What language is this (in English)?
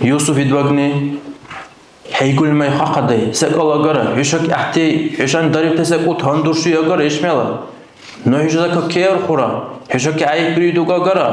Dargwa